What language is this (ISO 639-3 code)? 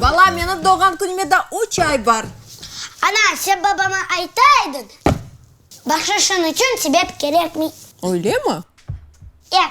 crh